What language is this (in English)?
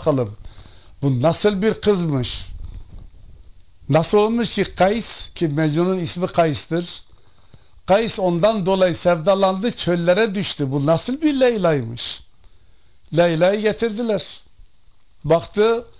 Turkish